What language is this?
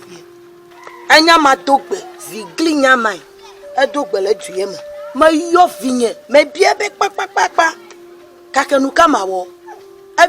Ewe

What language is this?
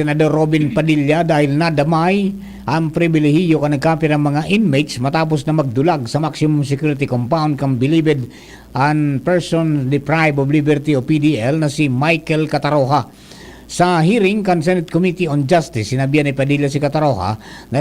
Bikol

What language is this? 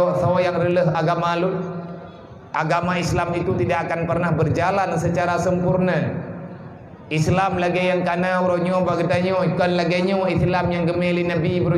Achinese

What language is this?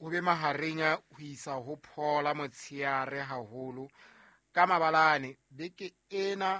Southern Sotho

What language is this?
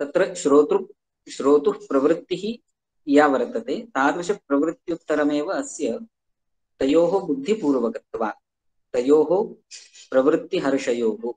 Sanskrit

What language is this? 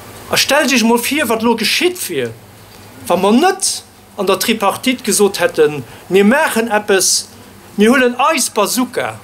Luxembourgish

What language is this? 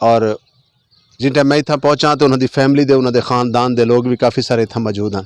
Western Panjabi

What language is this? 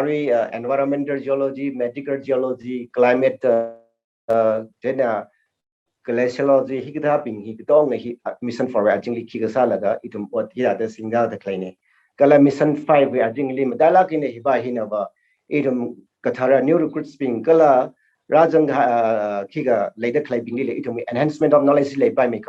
Tangkhul Naga (India)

